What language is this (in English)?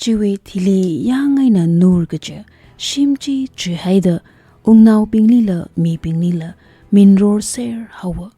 Tangkhul Naga (India)